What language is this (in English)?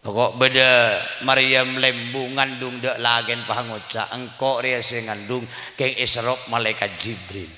Madurese